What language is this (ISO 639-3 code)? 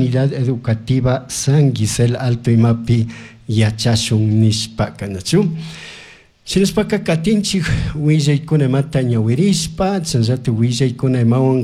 qug